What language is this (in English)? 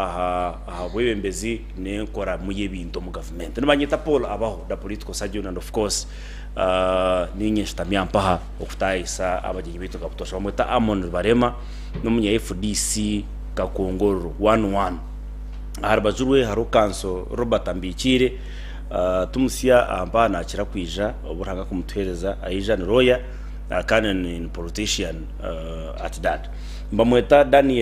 Nyankole